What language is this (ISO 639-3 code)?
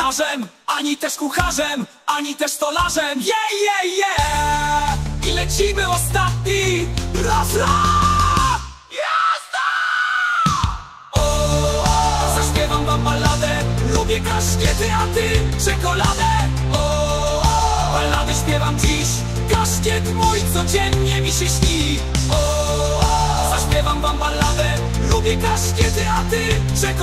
pol